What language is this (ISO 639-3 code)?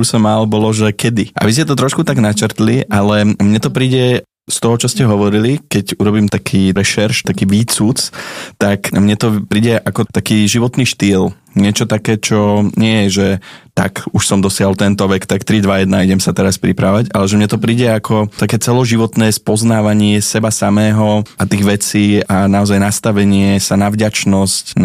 slk